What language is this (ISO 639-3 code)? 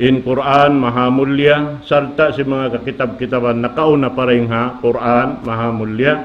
tsg